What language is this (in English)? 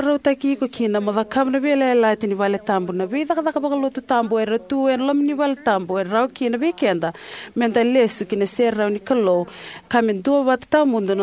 Fijian